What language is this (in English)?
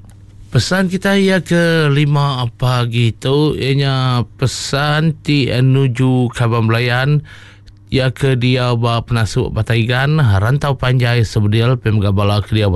Iban